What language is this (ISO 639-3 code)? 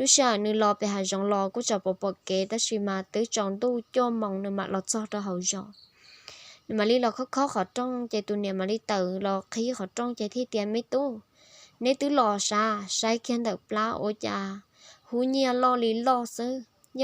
hmn